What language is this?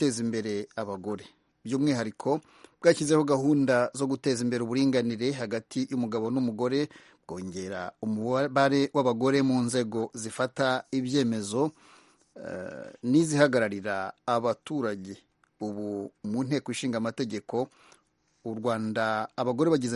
Kinyarwanda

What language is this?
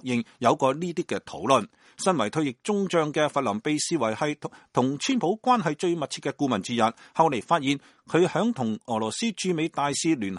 Cantonese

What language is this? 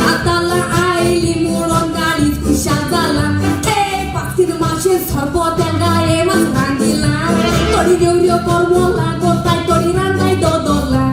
Konkani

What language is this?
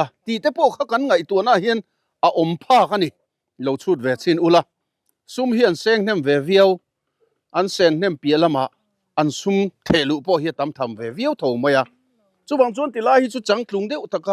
Mizo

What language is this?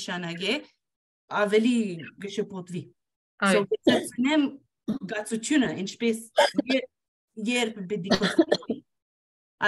Armenian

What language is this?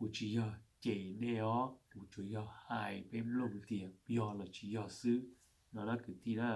Hmong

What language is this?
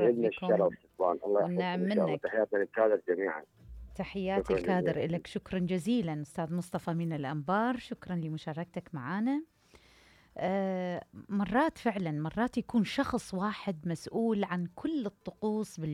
Mesopotamian Arabic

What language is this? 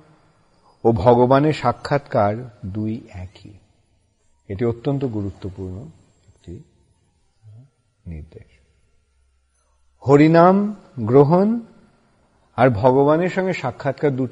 Bangla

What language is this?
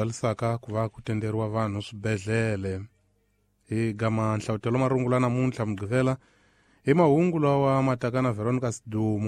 Tsonga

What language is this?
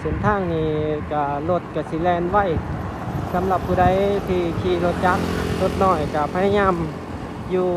Lao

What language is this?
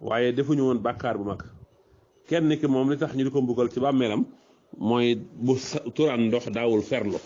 Wolof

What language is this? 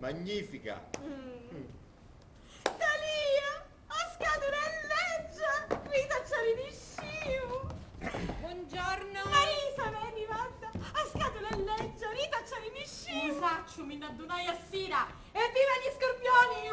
Sicilian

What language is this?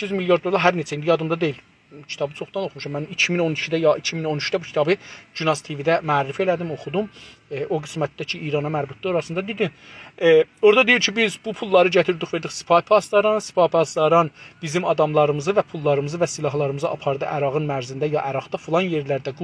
South Azerbaijani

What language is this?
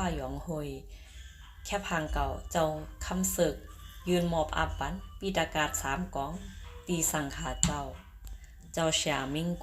Shan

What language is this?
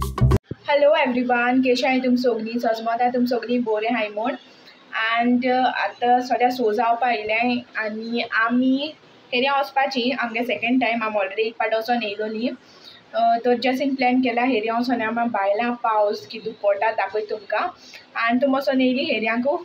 Konkani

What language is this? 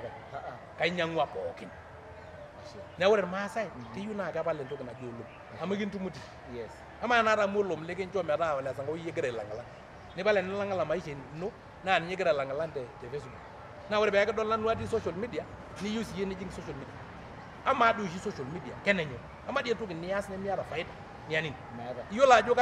Masai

